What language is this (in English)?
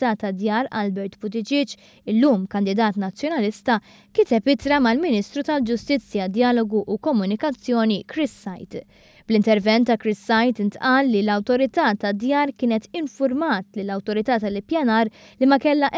Maltese